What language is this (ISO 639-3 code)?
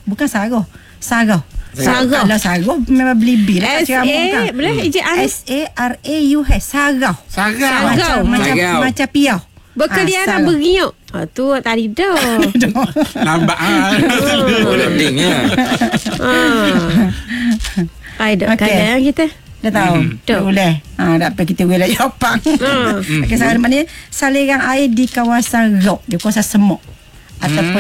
msa